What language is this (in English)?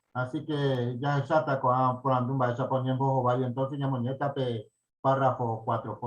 Guarani